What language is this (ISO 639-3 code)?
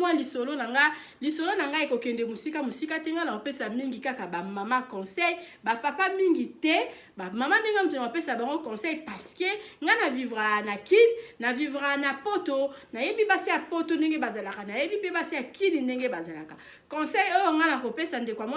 lin